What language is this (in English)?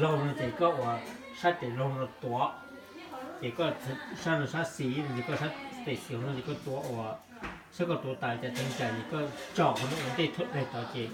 Hmong